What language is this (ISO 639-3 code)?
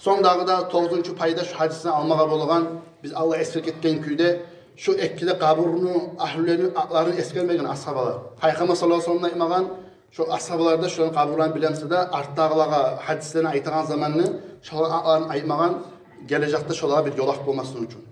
kum